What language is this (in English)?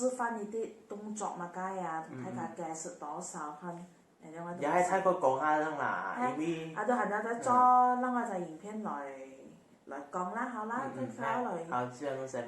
Hakka Chinese